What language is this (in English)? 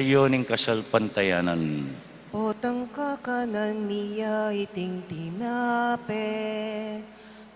Pampanga